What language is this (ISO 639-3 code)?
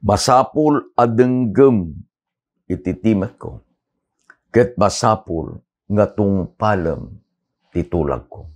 ilo